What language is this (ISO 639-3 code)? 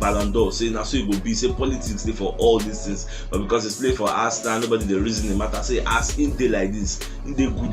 pcm